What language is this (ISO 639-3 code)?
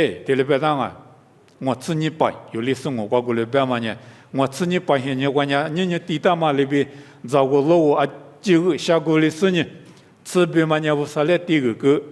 lis